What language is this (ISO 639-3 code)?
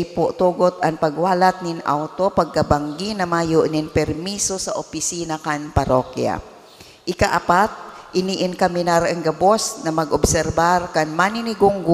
bik